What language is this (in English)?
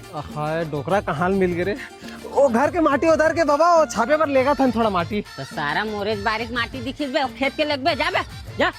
Chhattisgarhi